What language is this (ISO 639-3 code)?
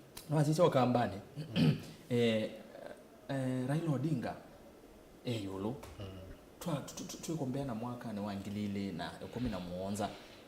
kam